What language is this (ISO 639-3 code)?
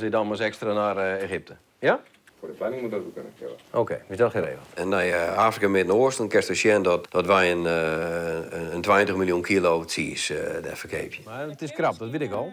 fry